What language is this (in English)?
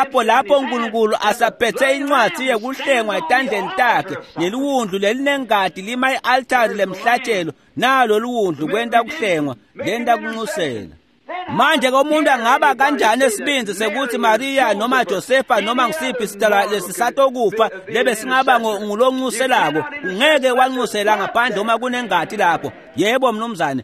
Swati